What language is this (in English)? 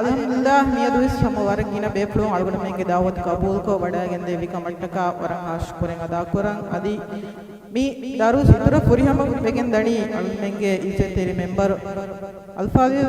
Divehi